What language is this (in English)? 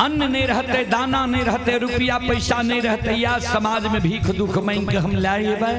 Maithili